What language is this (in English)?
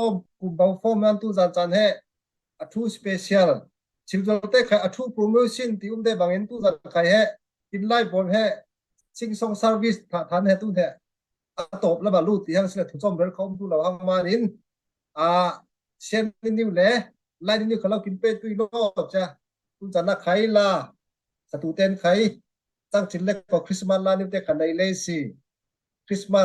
Falam Chin